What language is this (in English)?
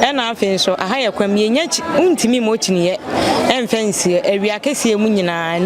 Akan